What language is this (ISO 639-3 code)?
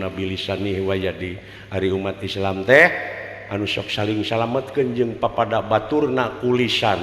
sun